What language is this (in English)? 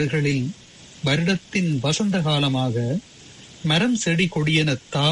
Tamil